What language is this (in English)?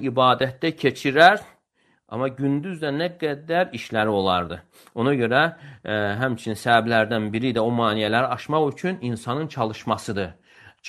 Azerbaijani